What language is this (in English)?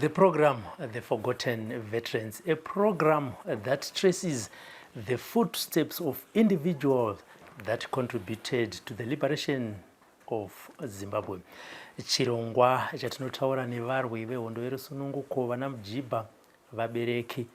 Shona